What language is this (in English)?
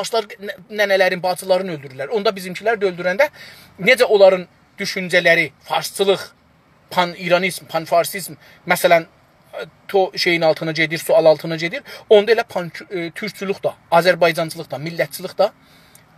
South Azerbaijani